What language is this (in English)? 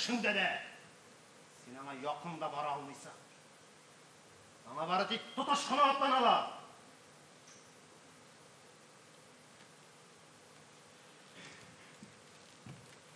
Tatar